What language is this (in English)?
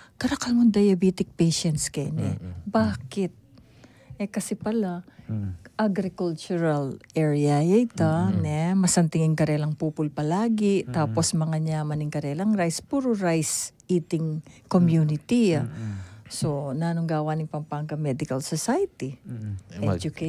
Pampanga